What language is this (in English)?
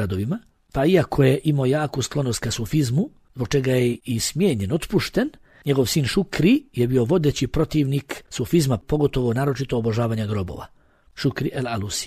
Bosnian